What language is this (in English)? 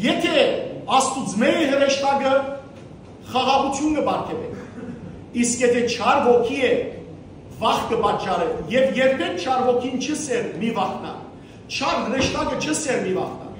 Western Armenian